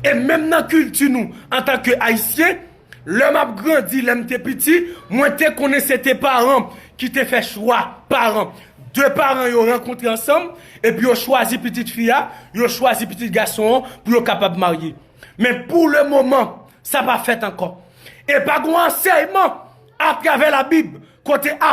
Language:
Haitian Creole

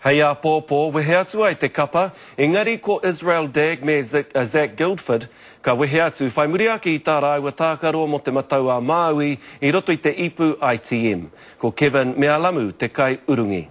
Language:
Māori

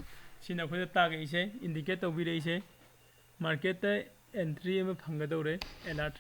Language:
Manipuri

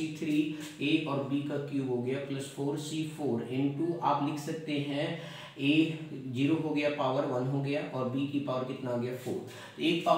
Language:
Hindi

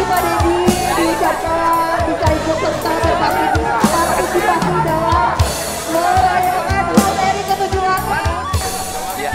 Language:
Indonesian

